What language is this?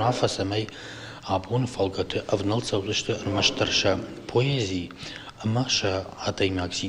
Ossetic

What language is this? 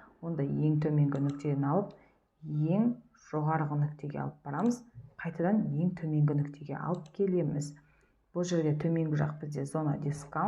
Kazakh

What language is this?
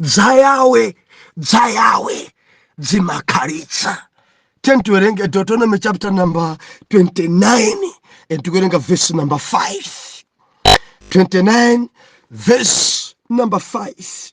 Nyanja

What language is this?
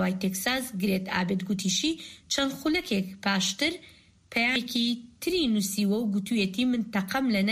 Central Kurdish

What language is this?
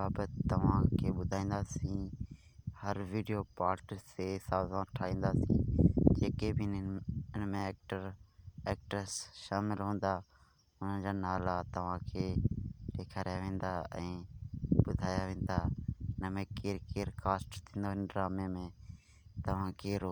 Sindhi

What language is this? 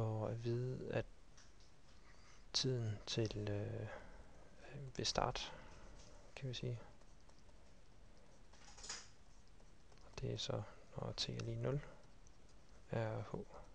Danish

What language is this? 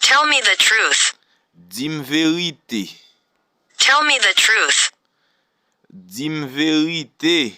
Haitian Creole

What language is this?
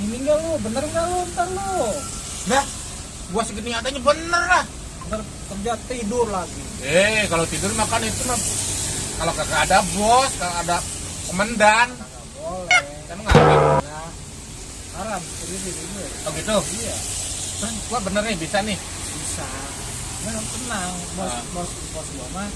Betawi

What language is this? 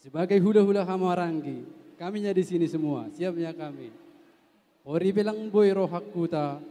Batak Toba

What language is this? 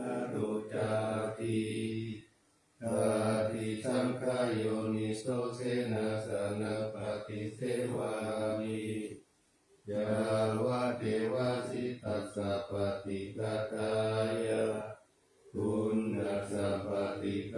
Pali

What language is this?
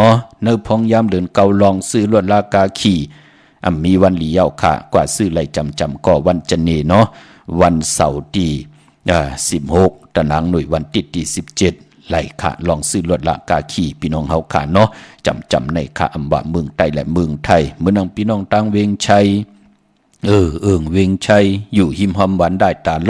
Shan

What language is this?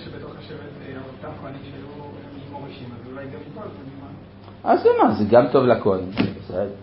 Hebrew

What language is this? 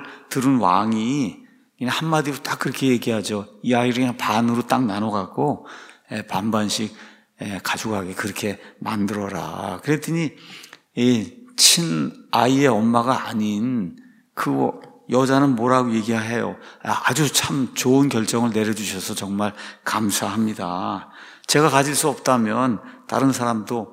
Korean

